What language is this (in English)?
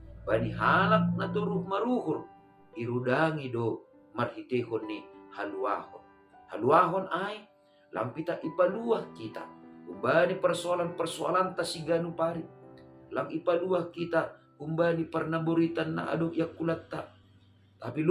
Batak Simalungun